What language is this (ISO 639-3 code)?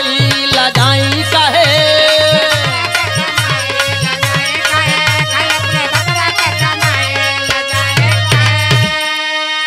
bho